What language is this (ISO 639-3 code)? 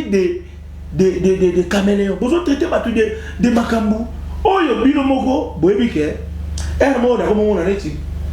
lin